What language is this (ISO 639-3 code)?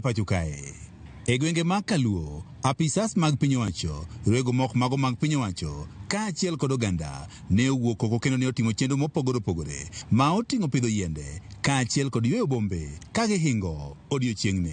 luo